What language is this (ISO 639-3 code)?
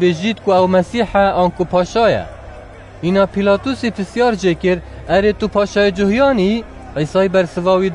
kur